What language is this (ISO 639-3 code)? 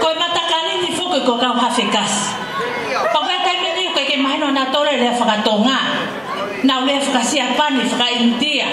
ton